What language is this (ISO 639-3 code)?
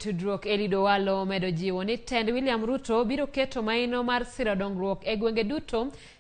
luo